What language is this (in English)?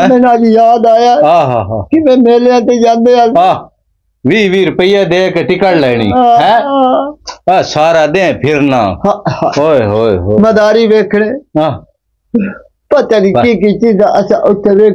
Punjabi